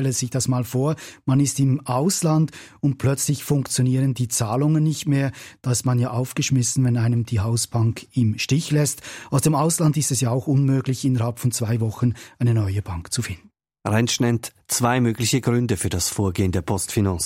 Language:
German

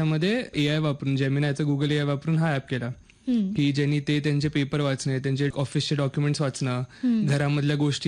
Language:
Marathi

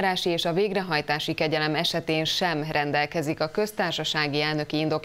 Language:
Hungarian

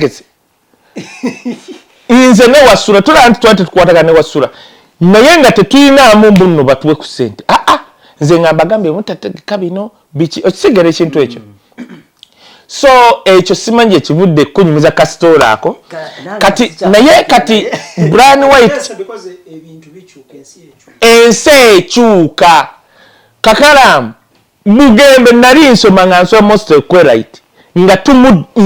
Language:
Ganda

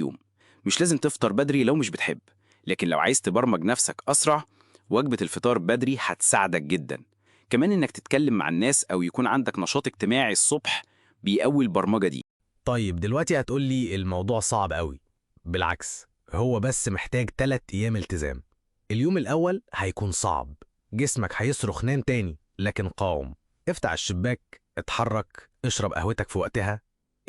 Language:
Egyptian Arabic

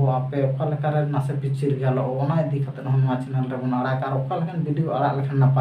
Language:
Santali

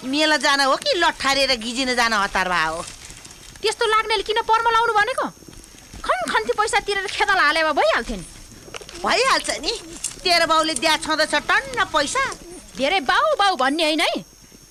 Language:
Nepali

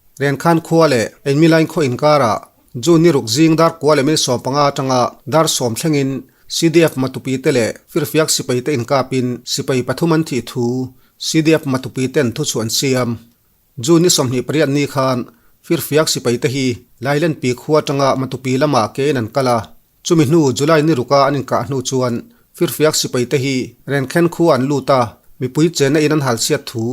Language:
Mizo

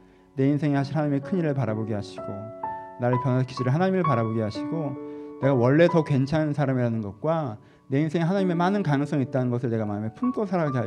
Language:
Korean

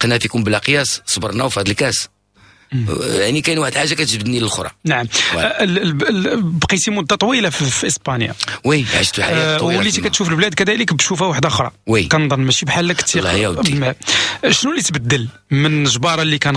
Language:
Moroccan Arabic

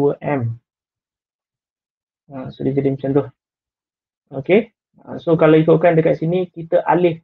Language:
Malay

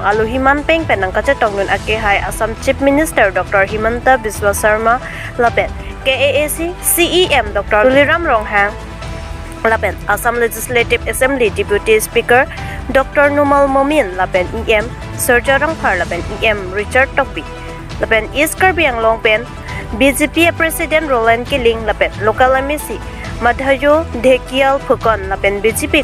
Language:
Karbi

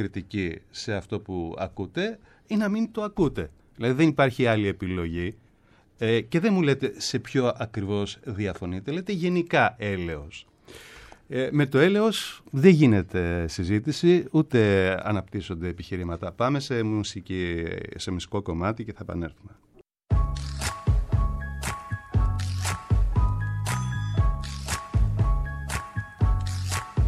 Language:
Greek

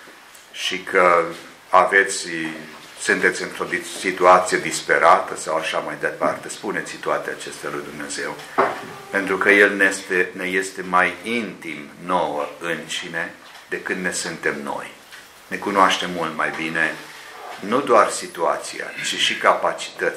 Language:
Romanian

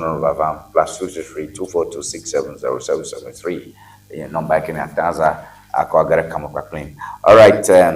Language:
Ewe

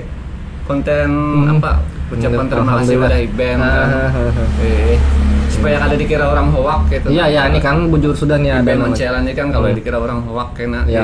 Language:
Banjar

